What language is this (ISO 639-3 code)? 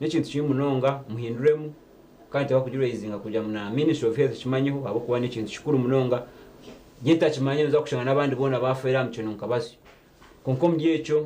nyn